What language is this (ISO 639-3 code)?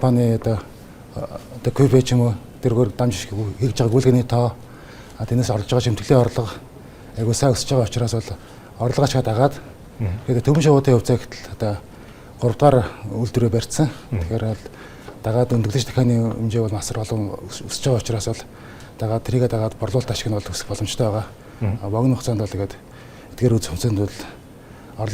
mon